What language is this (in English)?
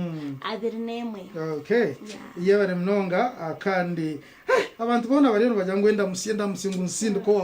Nyankole